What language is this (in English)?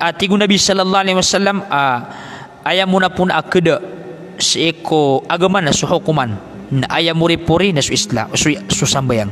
Maranao